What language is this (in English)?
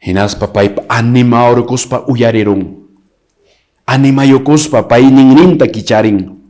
Quechua